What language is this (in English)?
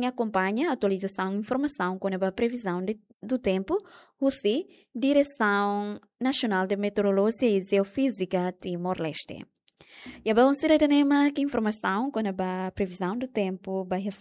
Tetum